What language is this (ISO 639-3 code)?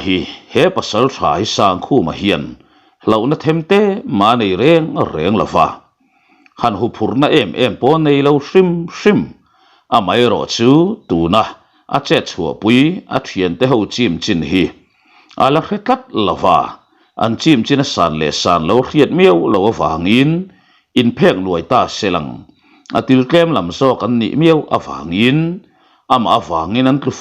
lus